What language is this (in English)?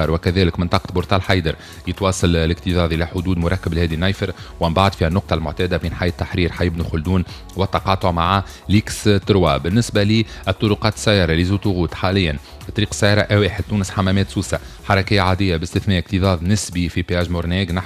Tunisian Arabic